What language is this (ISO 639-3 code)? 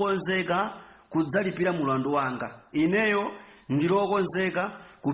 nya